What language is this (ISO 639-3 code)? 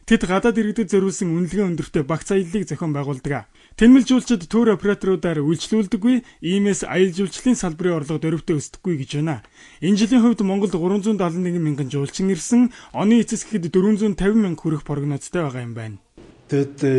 mon